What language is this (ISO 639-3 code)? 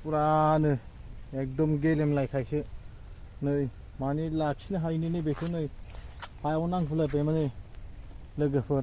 brx